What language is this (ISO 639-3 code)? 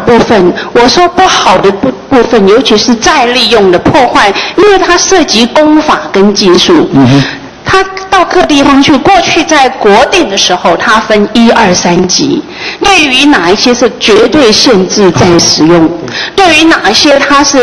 zho